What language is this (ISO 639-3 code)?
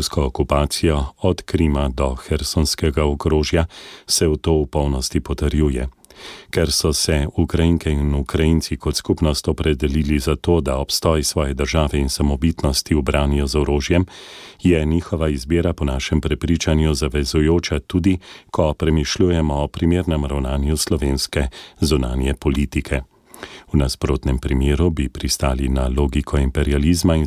slv